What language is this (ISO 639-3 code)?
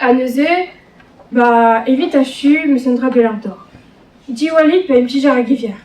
bre